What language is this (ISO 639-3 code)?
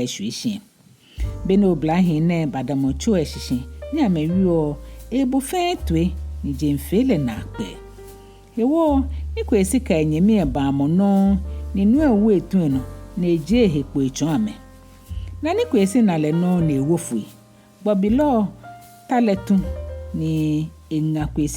gaa